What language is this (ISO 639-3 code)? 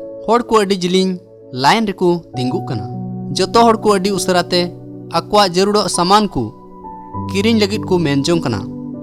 sat